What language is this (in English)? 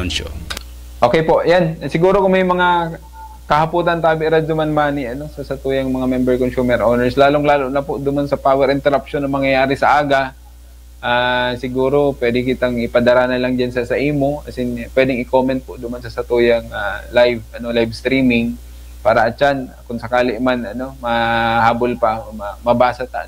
Bikol